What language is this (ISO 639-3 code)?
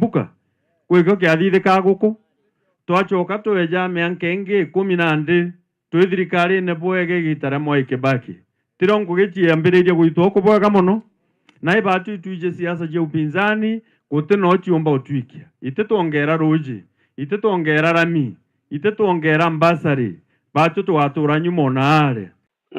mer